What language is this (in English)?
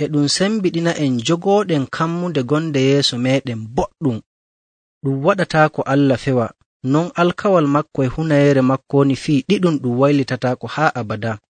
Nigerian Fulfulde